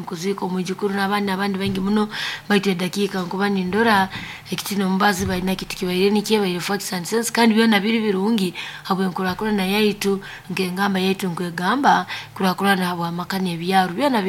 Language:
Nyankole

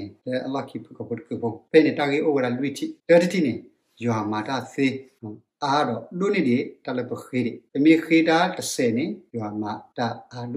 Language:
S'gaw Karen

